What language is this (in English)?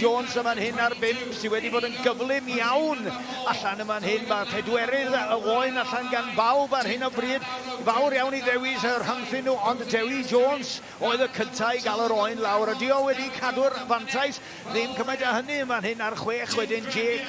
Welsh